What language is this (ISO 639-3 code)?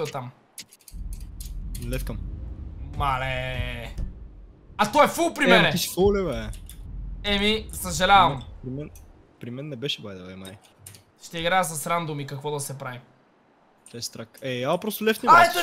bul